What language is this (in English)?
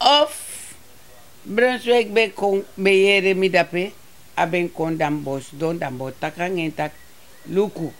Sranan Tongo